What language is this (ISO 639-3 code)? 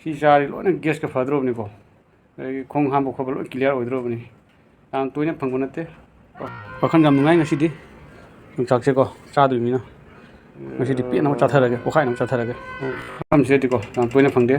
mni